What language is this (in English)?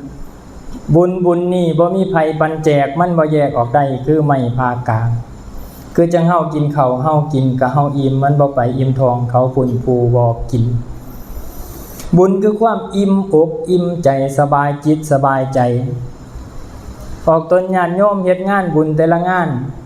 Lao